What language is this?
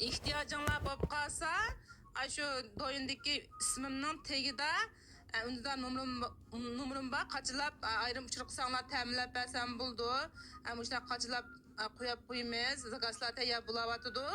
Uyghur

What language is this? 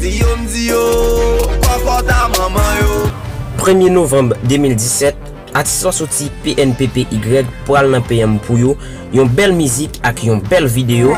Haitian Creole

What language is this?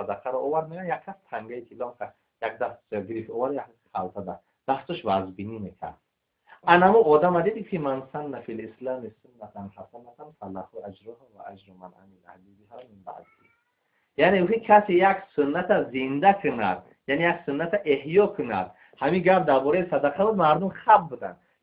Tajik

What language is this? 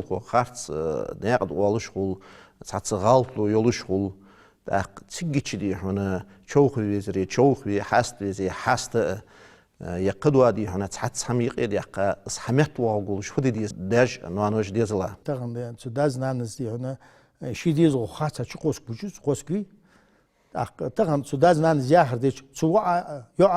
Ingush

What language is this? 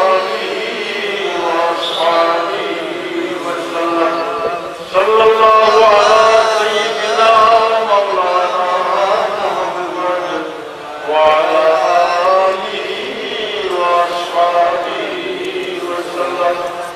Sylheti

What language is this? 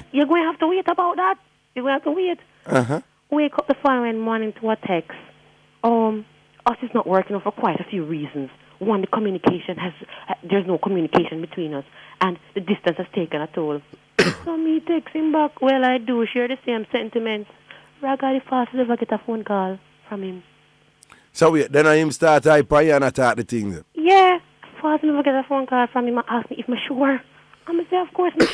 Jamaican Creole English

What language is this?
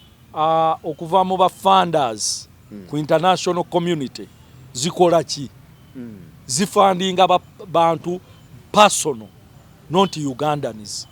Ganda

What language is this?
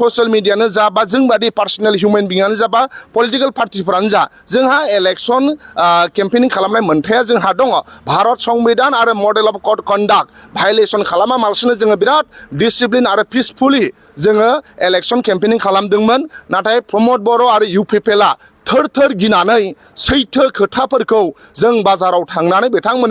Bodo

